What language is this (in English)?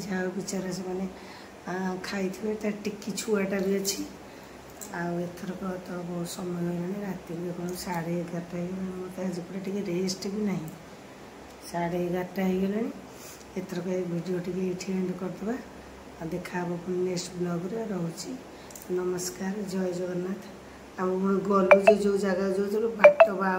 Odia